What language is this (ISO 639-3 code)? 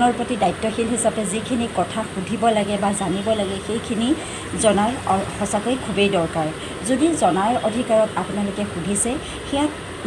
asm